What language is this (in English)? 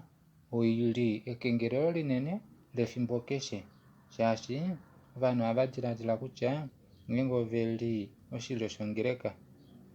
Kuanyama